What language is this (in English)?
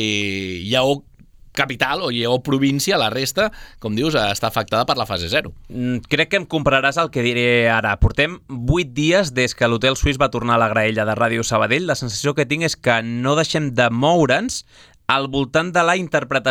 Catalan